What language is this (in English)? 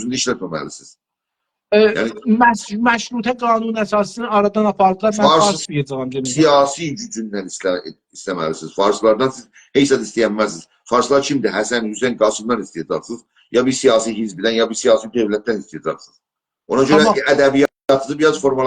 South Azerbaijani